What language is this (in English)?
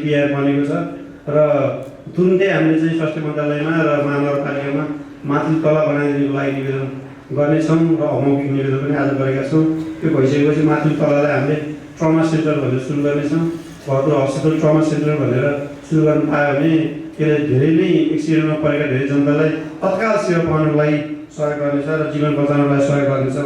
Nepali